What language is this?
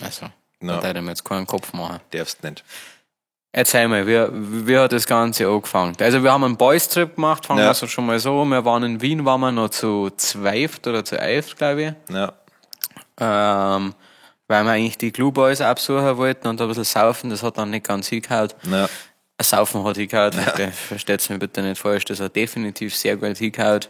Bavarian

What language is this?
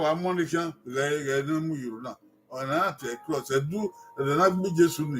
Bini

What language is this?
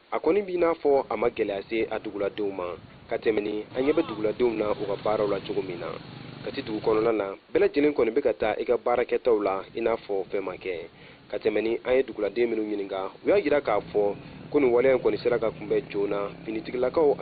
Bambara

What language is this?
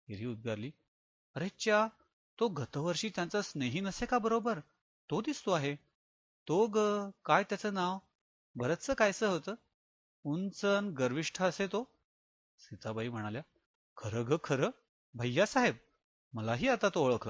Marathi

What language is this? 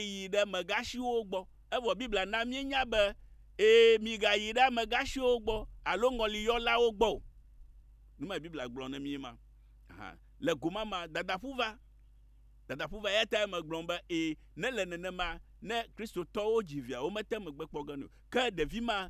Ewe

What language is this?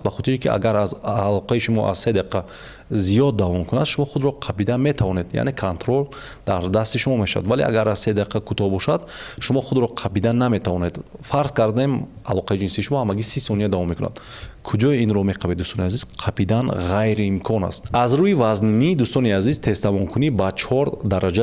Tajik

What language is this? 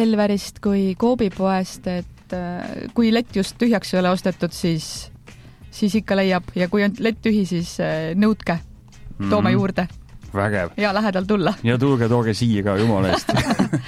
Estonian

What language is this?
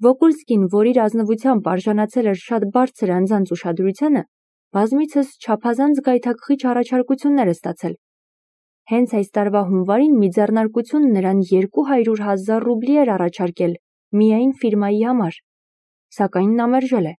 Armenian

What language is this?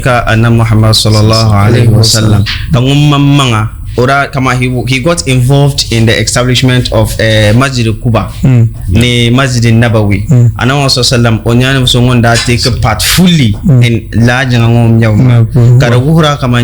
Dagbani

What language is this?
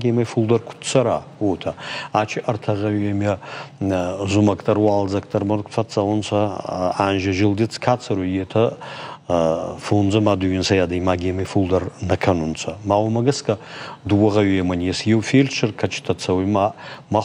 Ossetic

